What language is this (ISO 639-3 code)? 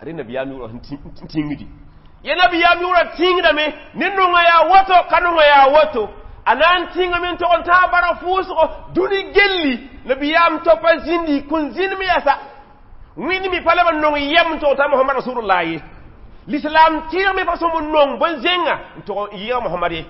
mos